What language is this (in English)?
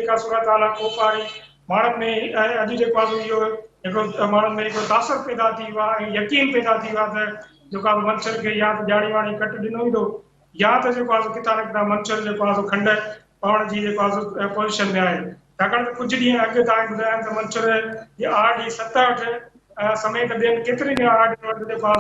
Sindhi